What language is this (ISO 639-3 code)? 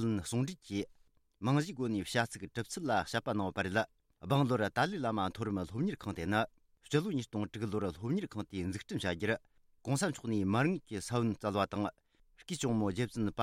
bod